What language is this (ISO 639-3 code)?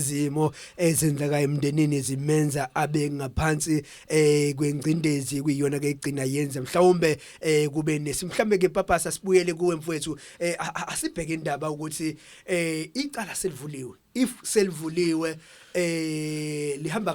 zul